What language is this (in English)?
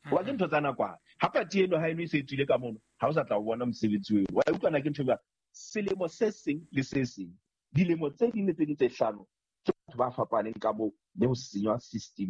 Southern Sotho